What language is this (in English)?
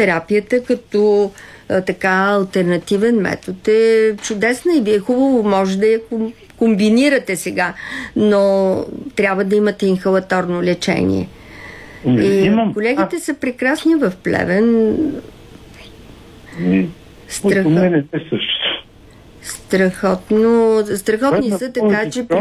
Bulgarian